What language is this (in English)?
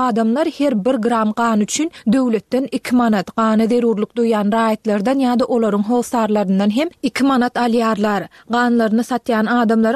Turkmen